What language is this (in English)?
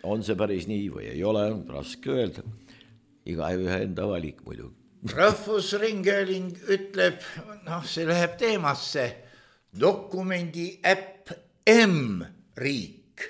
Estonian